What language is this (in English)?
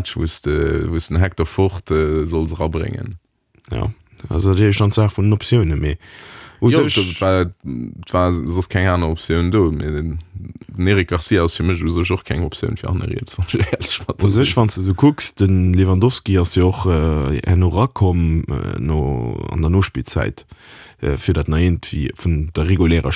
Luxembourgish